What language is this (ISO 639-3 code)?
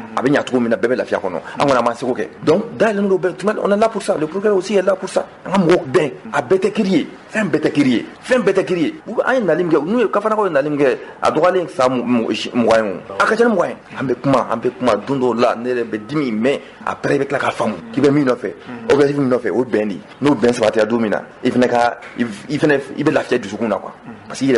bam